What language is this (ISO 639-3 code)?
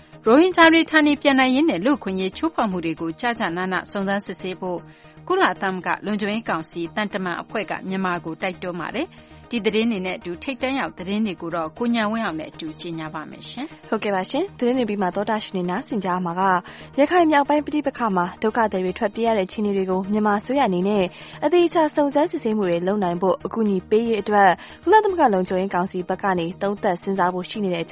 mya